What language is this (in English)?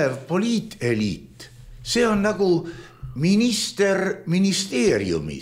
Estonian